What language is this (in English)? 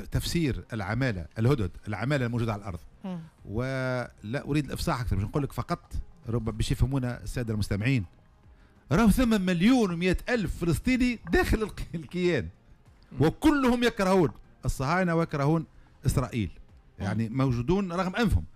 Tunisian Arabic